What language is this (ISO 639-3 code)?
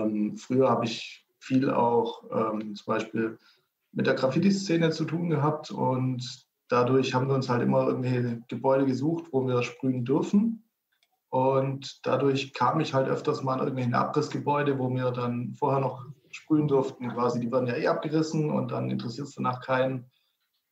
deu